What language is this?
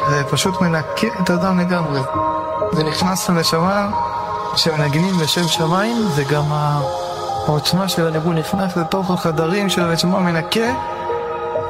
Hebrew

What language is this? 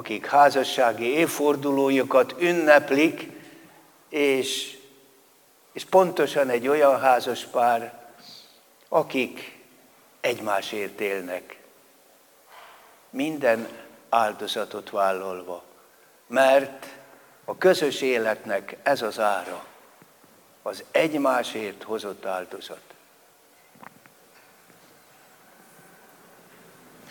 Hungarian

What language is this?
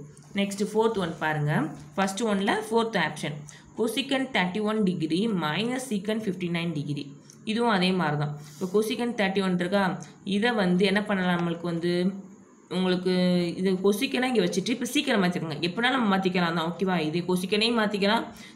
Tamil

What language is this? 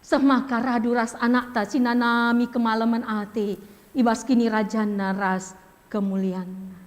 Batak Karo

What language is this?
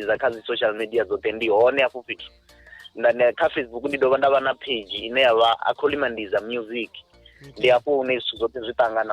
Venda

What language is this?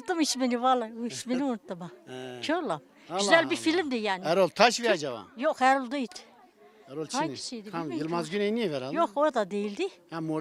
Zaza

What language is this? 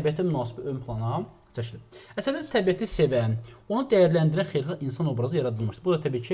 Azerbaijani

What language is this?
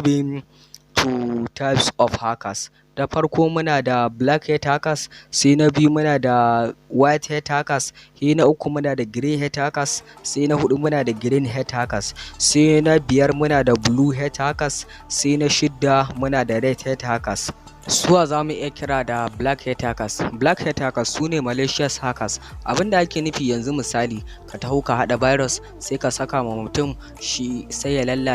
Hausa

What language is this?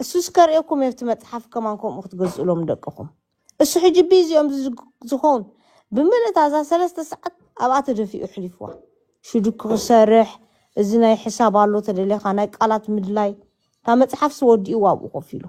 Tigrinya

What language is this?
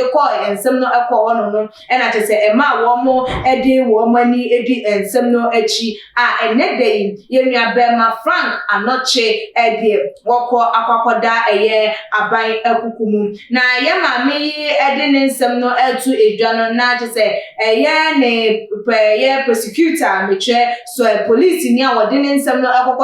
Akan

